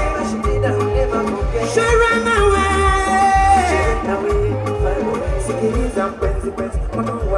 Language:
Swahili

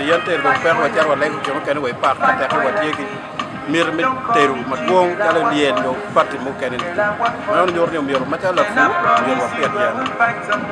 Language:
Acoli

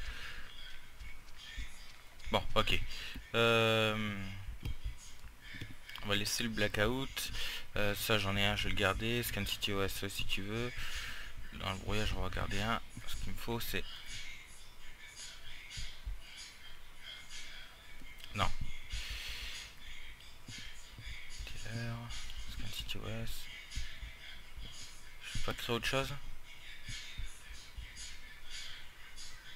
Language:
French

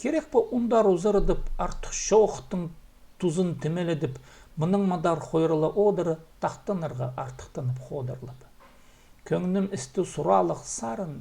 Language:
Khakas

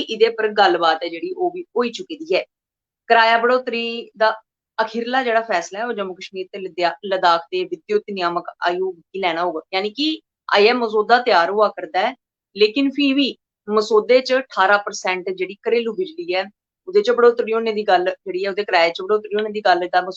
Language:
Dogri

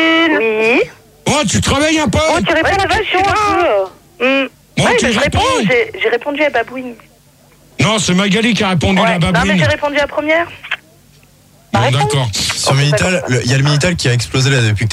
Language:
French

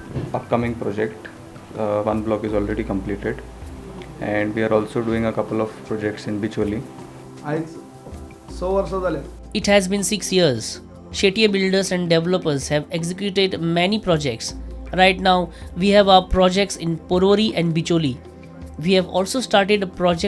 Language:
Konkani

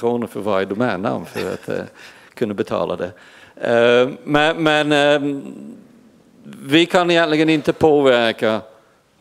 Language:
Swedish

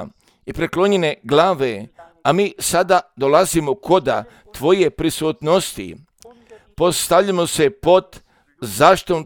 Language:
Croatian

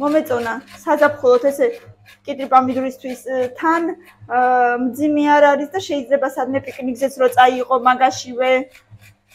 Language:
Georgian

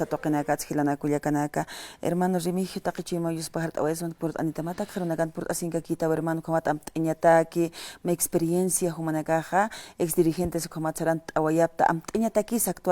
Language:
Aymara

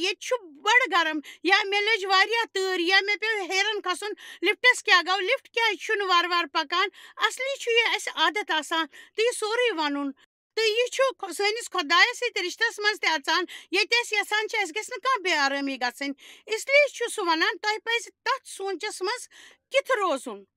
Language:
Kashmiri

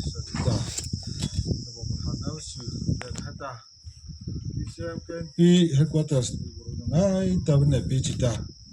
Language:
Mara Chin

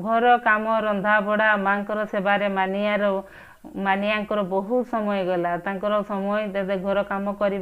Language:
Odia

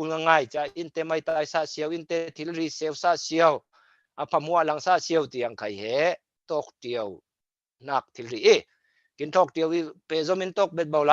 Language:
Falam Chin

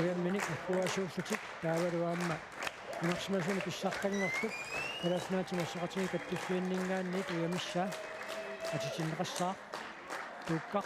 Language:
Kalaallisut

